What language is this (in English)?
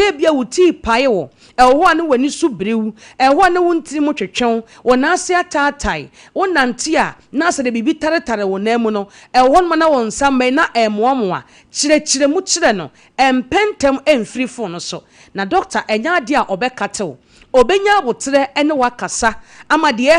Akan